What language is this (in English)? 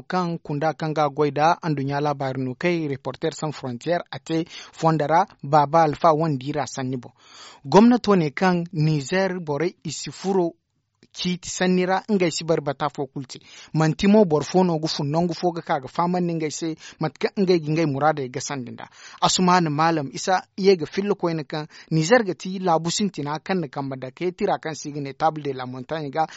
Zarma